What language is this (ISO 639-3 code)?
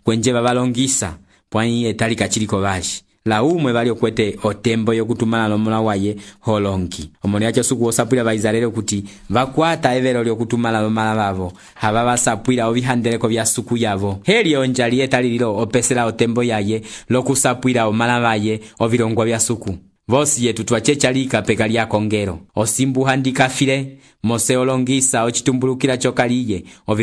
umb